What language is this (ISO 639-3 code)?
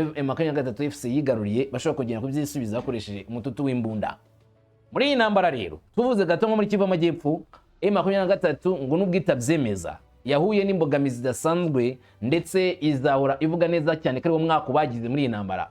kin